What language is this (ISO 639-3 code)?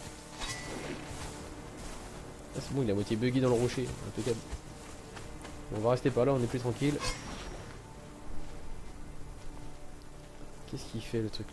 fra